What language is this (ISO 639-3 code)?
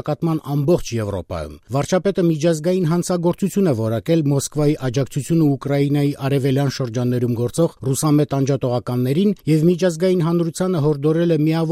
hye